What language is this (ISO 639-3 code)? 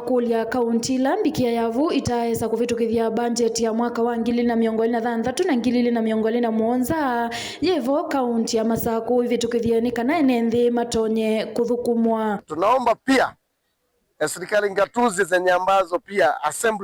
kam